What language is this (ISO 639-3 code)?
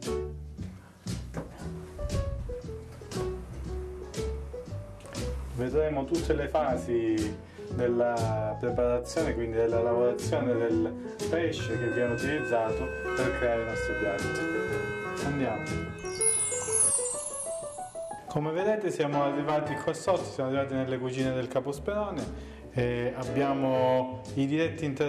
ita